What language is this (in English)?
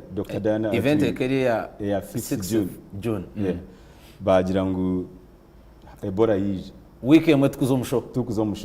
Nyankole